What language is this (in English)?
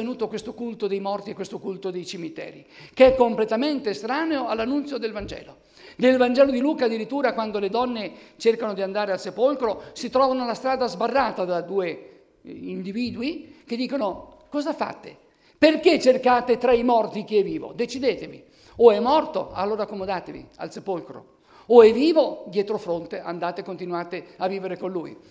Italian